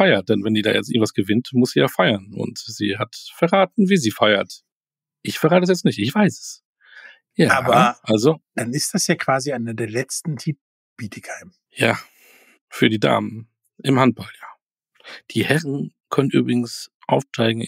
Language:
German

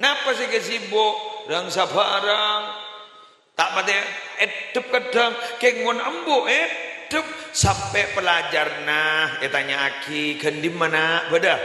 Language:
Madurese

